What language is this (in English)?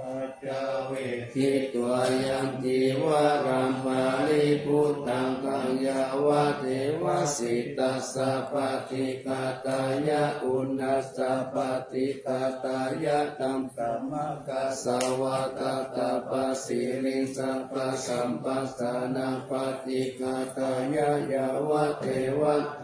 Pali